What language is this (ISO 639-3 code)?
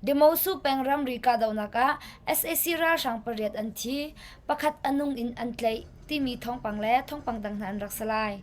cnh